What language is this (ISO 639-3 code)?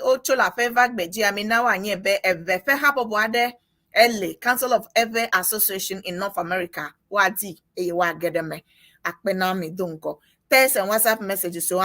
ewe